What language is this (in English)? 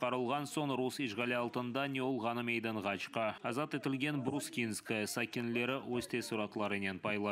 Crimean Tatar